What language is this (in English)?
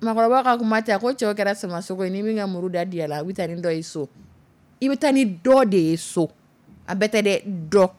Dyula